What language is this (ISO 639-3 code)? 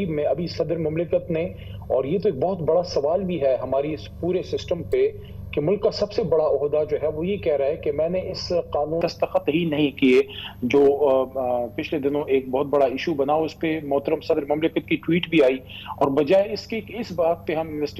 urd